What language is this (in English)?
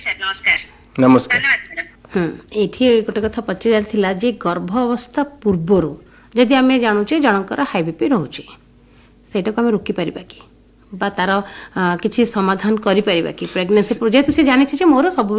Odia